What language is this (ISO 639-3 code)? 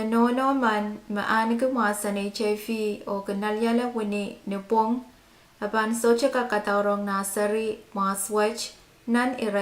pon